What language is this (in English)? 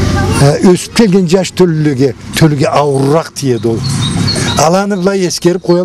Karachay-Balkar